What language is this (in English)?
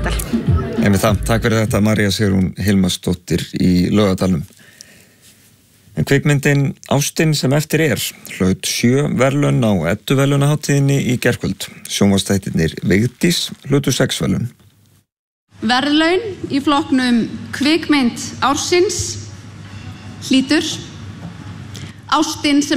Icelandic